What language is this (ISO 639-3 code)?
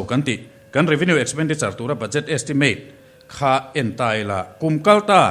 lus